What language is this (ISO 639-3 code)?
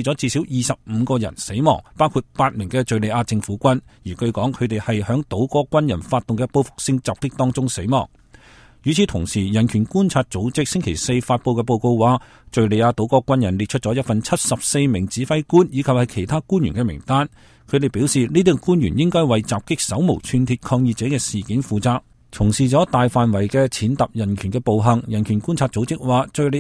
yue